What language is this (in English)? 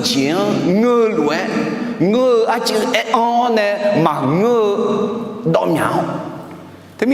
Akha